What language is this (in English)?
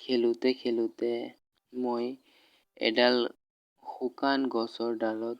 Assamese